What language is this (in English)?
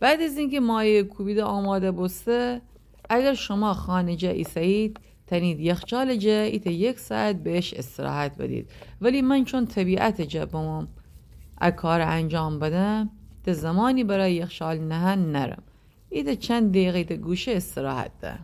Gilaki